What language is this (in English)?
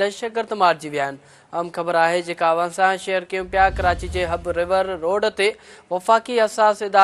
Sindhi